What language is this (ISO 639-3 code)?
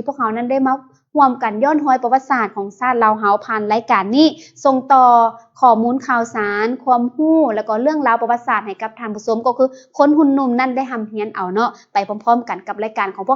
lao